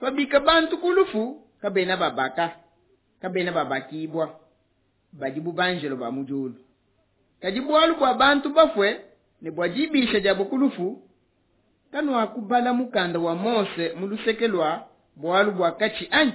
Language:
Luba-Lulua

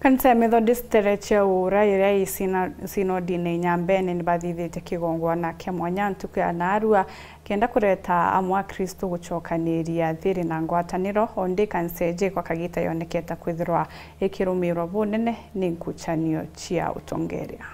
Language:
Meru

